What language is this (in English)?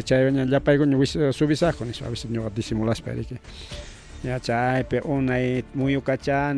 Ayacucho Quechua